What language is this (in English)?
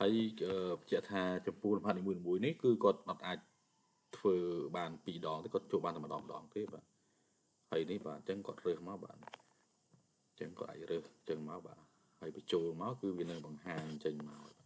Khmer